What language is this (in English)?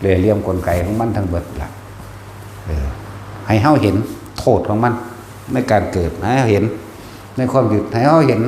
Northeastern Thai